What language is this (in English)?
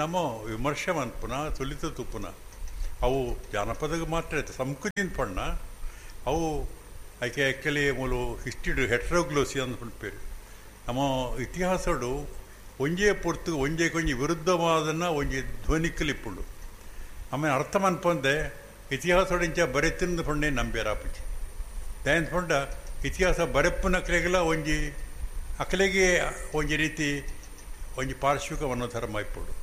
Tulu